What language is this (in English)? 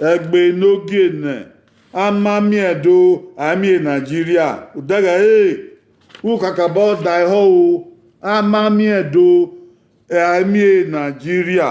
Bini